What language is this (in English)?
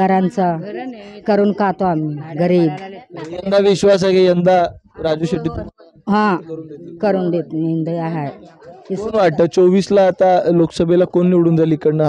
Marathi